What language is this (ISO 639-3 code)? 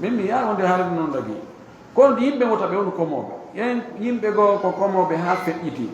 ful